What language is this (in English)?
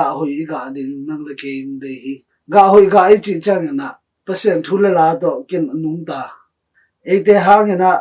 Tedim Chin